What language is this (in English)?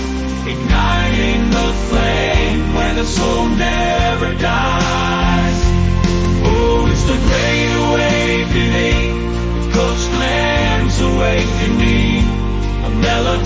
Papiamento